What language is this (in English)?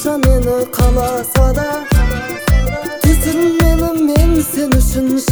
Kazakh